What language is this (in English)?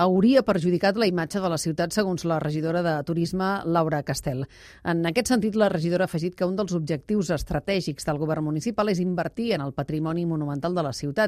Catalan